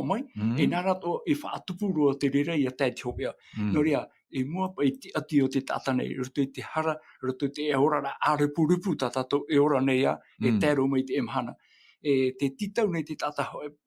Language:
Tahitian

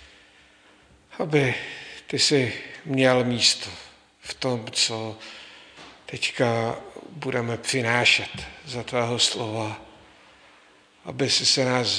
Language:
Czech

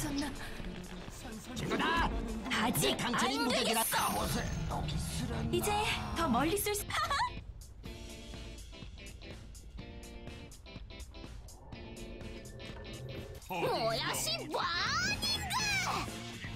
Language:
Korean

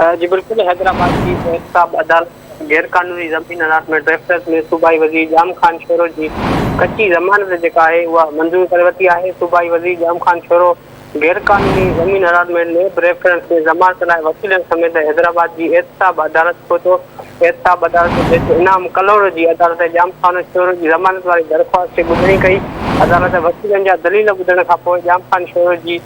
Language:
Sindhi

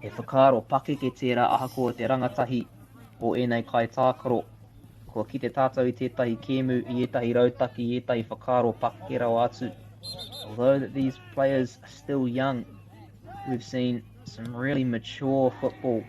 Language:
Māori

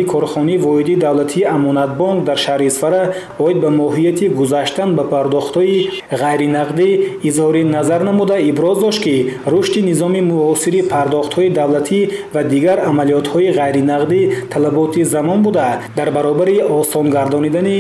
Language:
Tajik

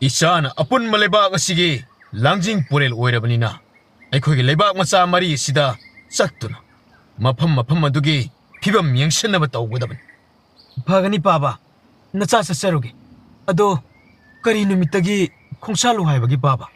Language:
Manipuri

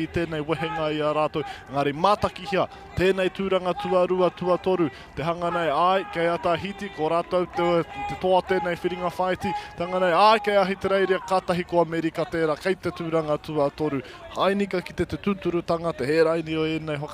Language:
Māori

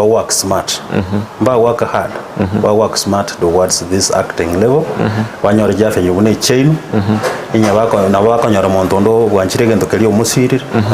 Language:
Gusii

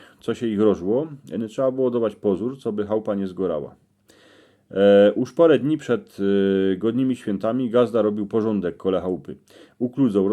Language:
Silesian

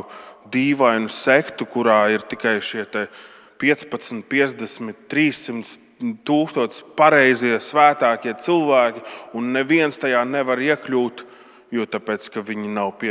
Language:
Latvian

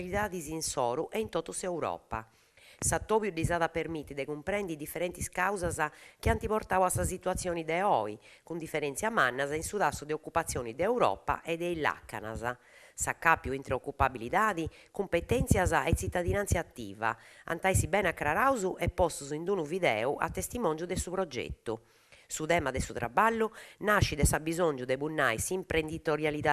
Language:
Sardinian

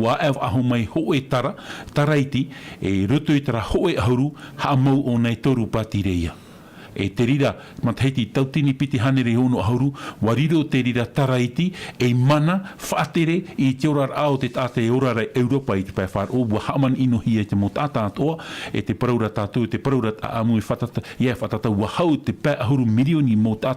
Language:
Tahitian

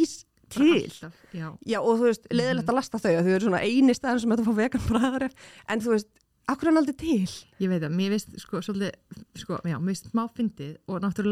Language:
Icelandic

